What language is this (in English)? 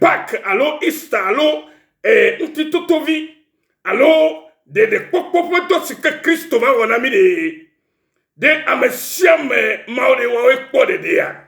Ewe